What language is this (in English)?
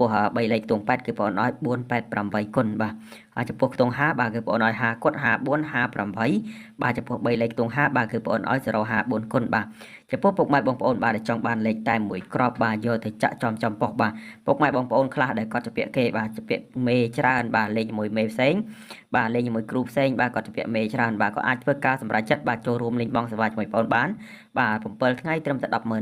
Khmer